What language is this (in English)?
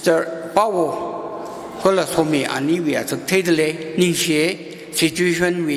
Tangkhul Naga (India)